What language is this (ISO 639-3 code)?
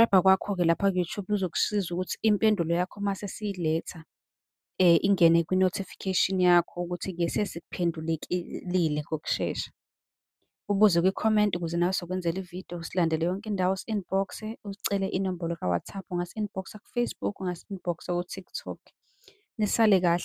zul